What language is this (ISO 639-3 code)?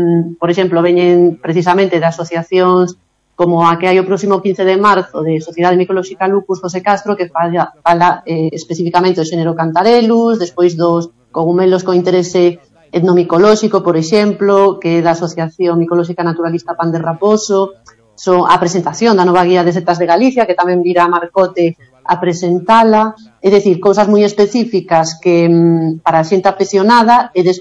glg